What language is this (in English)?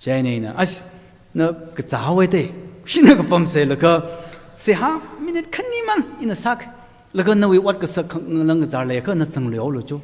Tangkhul Naga (India)